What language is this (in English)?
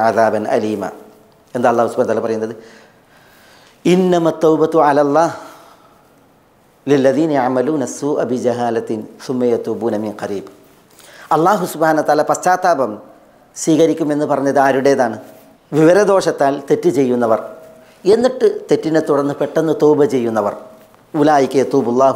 Malayalam